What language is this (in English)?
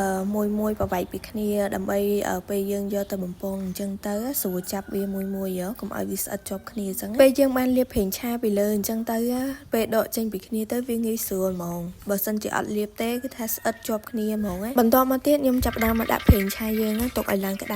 Khmer